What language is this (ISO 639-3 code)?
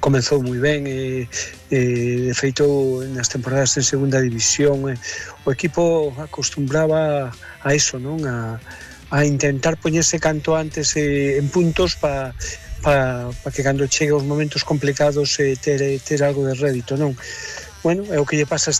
glg